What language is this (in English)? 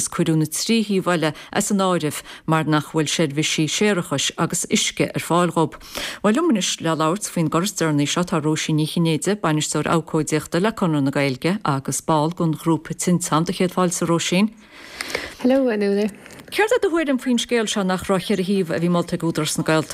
Irish